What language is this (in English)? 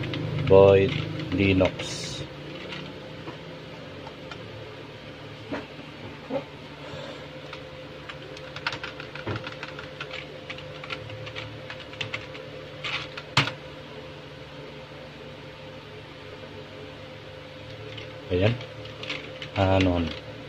Filipino